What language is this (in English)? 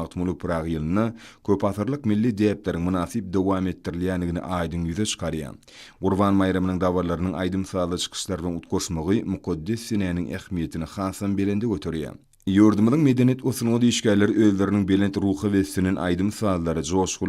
Turkmen